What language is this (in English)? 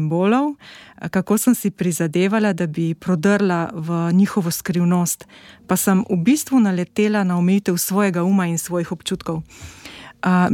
Slovenian